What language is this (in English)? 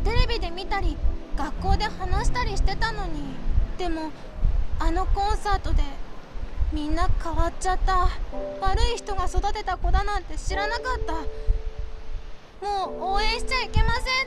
Japanese